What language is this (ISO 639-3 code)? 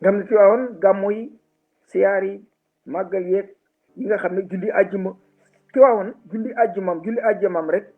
wol